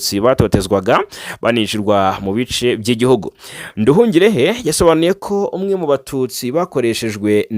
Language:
Kinyarwanda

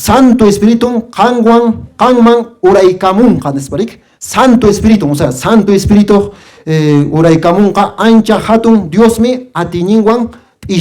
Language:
Quechua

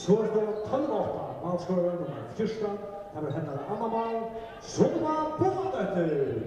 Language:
Faroese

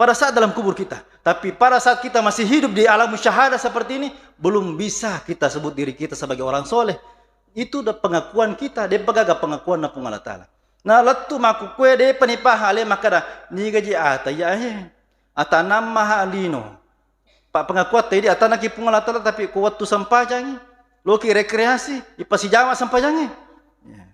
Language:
Buginese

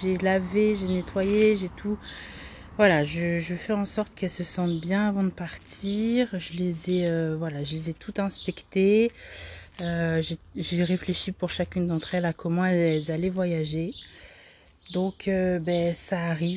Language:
French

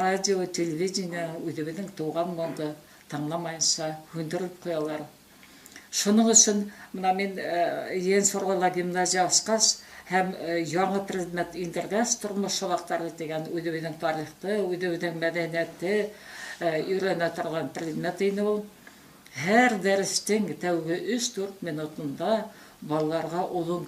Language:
Bashkir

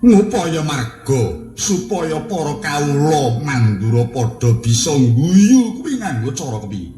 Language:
Javanese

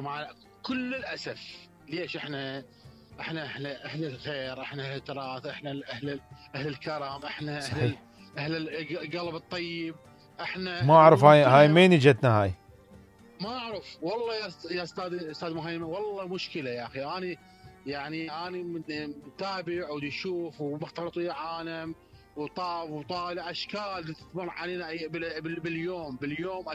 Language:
Mesopotamian Arabic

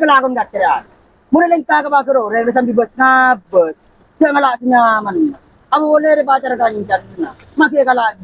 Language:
Madurese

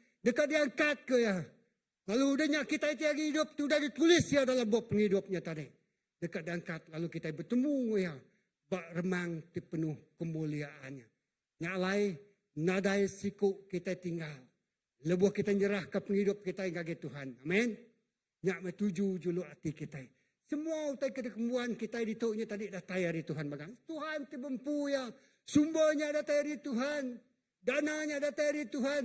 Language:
Iban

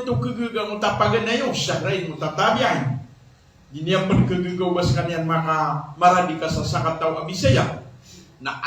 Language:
Maranao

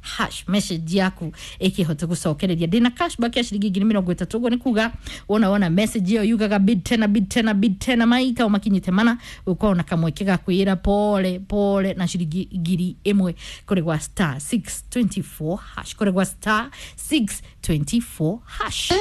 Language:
Kikuyu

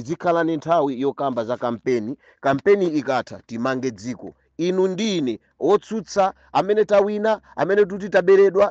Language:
Nyanja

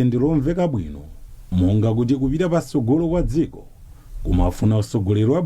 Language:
Nyanja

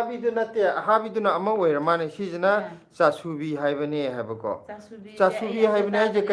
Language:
Manipuri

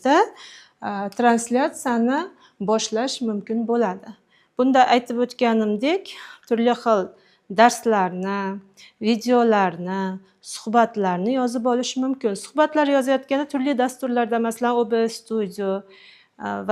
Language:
Uzbek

